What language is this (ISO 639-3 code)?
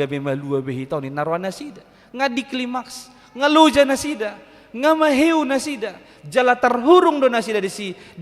bbc